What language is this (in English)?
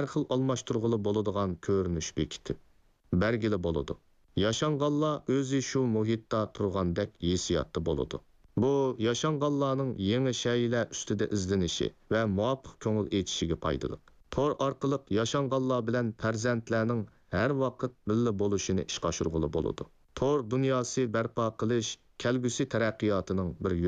Uyghur